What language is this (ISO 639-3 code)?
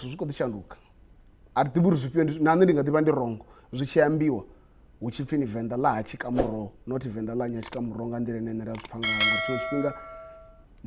ven